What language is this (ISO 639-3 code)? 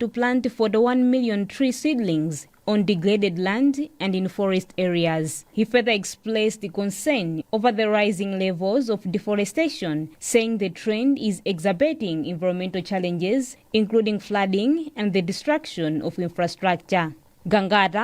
eng